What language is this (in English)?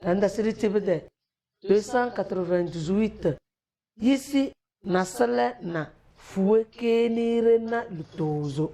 Tem